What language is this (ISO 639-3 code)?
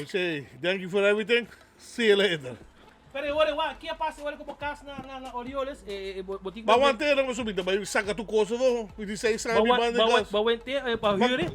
pap